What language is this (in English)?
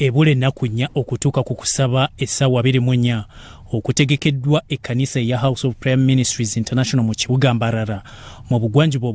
Ganda